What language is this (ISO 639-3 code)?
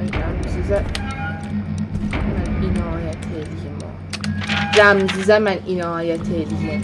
azb